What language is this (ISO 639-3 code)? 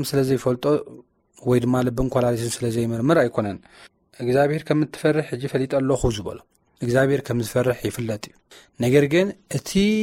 tir